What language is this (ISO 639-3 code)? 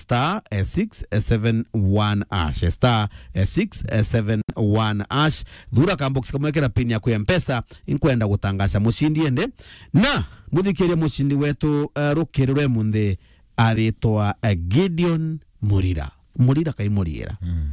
mer